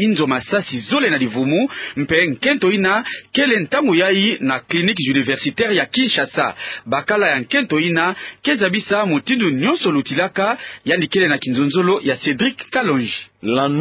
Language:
Kituba (Democratic Republic of Congo)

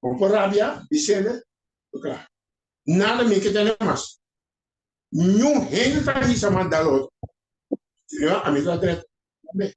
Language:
Papiamento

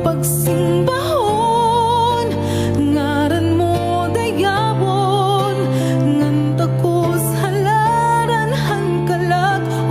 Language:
Waray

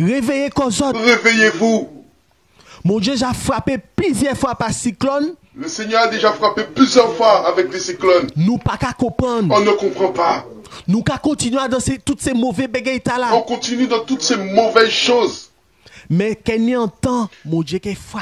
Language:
Guadeloupean Creole French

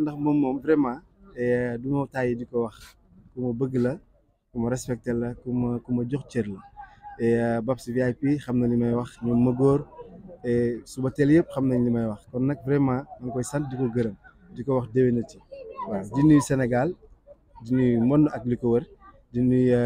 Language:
Wolof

